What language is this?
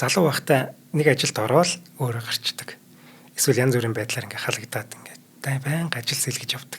Mongolian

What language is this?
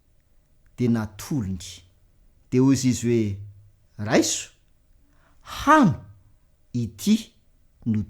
Malagasy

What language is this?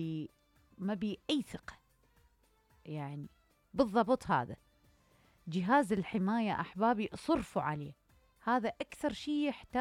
Mesopotamian Arabic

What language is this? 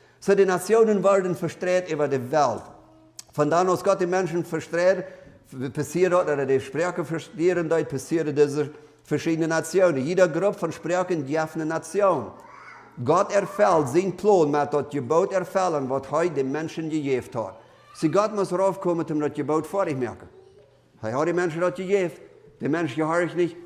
Plautdietsch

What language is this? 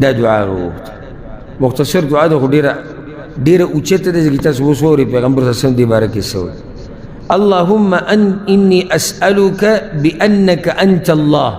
Pashto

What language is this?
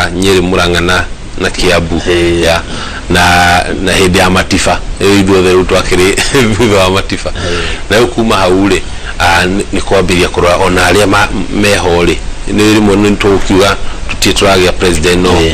Kikuyu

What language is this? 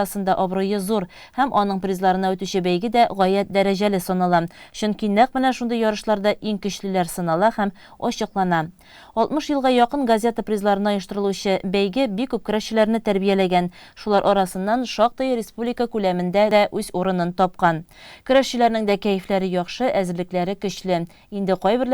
Tatar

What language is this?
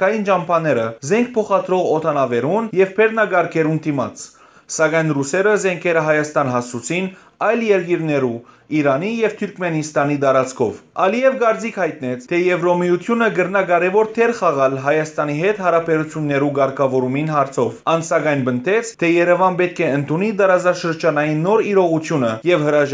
Western Armenian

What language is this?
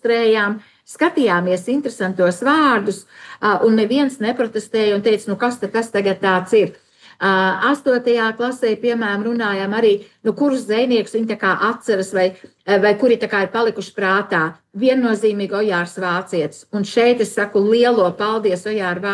Latvian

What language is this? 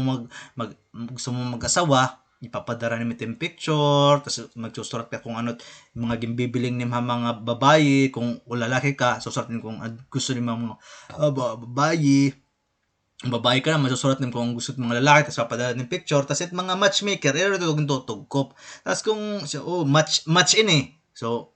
Waray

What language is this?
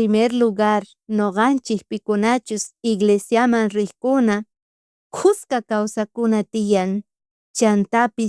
South Bolivian Quechua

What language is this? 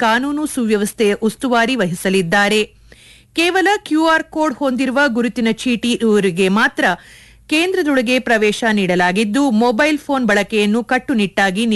Kannada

